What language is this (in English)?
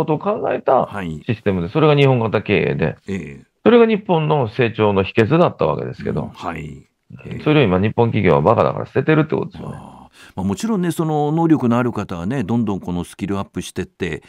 Japanese